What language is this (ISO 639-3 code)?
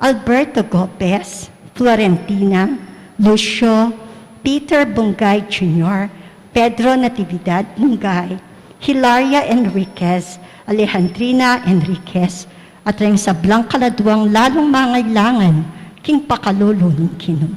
pam